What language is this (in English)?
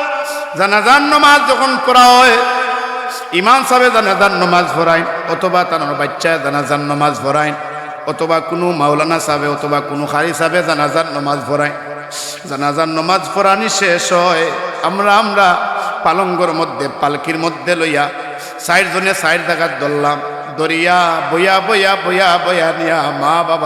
Sylheti